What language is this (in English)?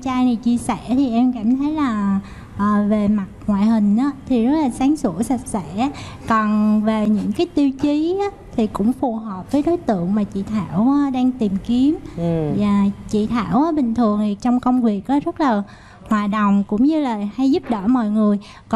Vietnamese